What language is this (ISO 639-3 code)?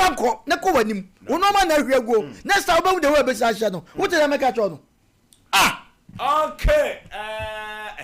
aka